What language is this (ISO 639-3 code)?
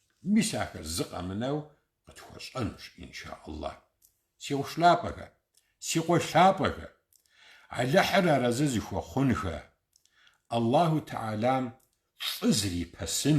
kbd